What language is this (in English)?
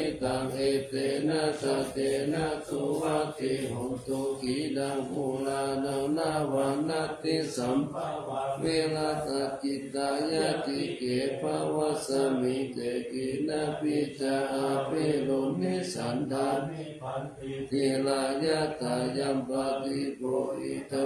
Pali